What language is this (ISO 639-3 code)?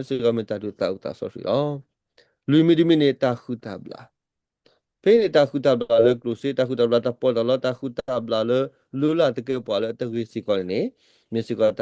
ksw